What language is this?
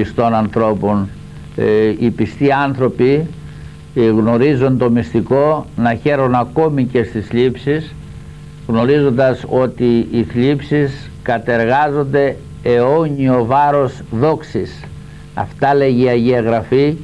Greek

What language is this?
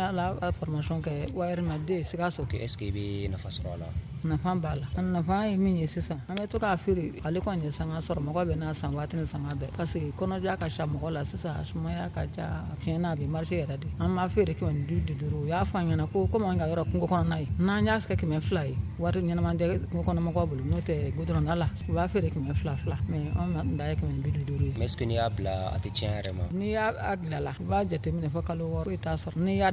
Dyula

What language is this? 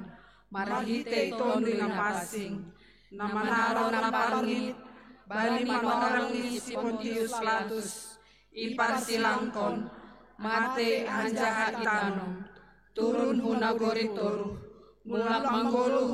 Batak Simalungun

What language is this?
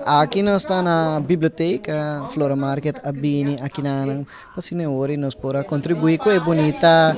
Papiamento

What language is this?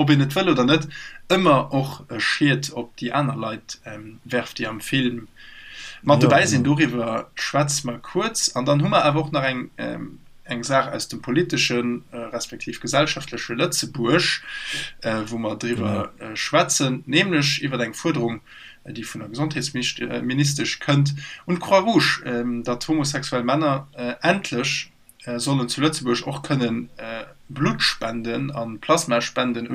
Luxembourgish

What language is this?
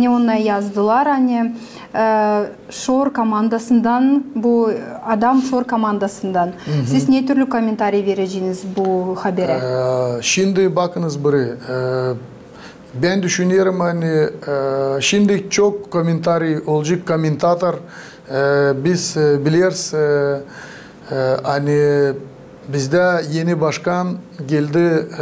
Gagauz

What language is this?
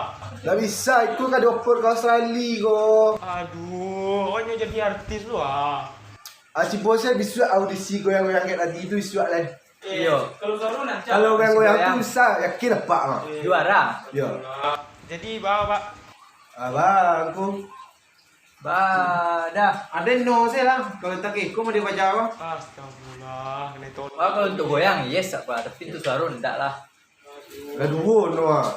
Minangkabau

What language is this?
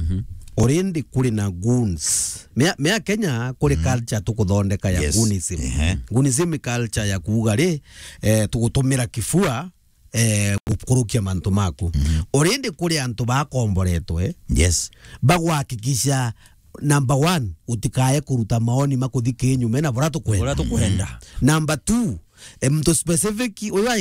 Meru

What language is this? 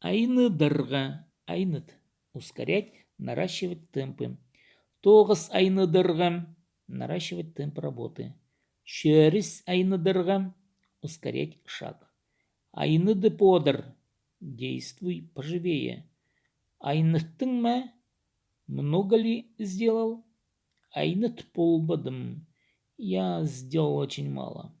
Khakas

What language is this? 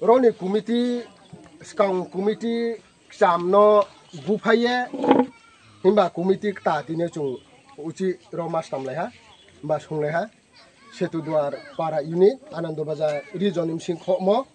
Riang (India)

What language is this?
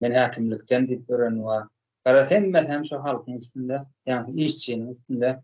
Turkmen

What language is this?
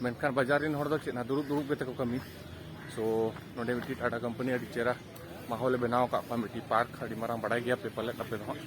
Santali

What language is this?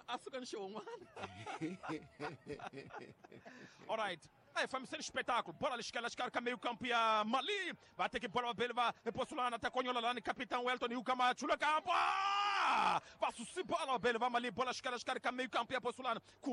Tsonga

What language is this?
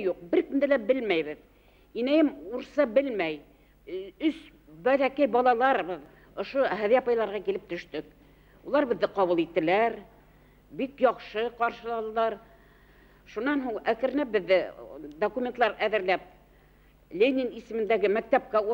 Bashkir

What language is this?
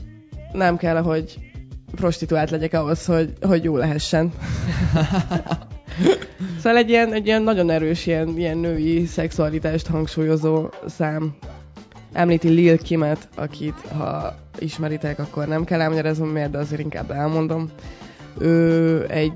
Hungarian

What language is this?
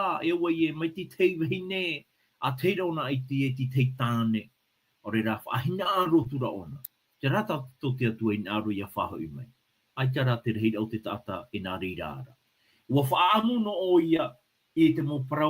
Tahitian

